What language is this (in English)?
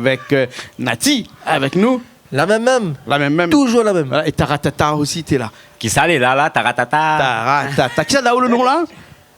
Réunion Creole French